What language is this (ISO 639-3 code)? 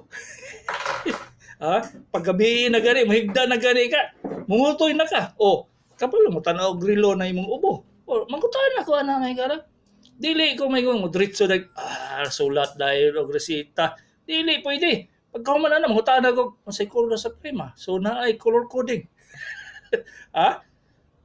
ceb